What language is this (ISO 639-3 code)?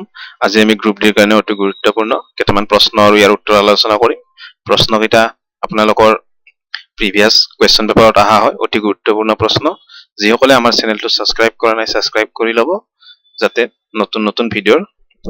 asm